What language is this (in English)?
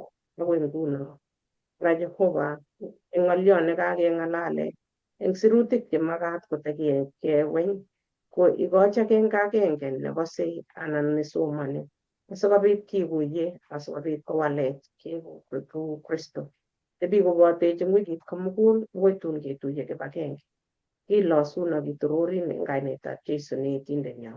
Kalenjin